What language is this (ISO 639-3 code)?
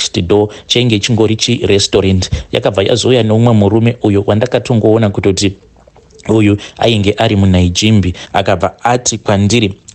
sna